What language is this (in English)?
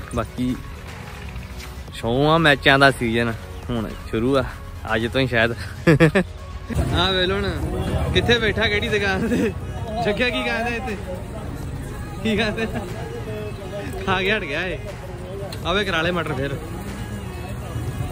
Punjabi